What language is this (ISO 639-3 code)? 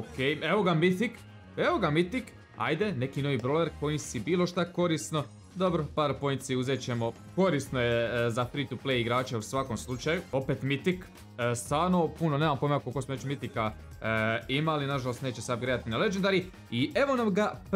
hrv